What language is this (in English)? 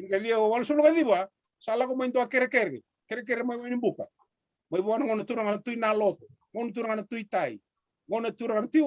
Fijian